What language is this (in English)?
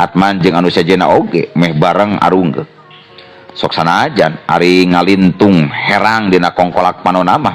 Sundanese